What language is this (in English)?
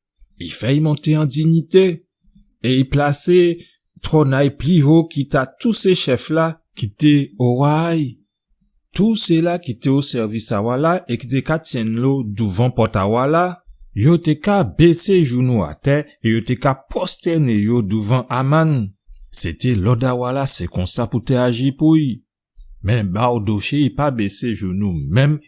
Guadeloupean Creole French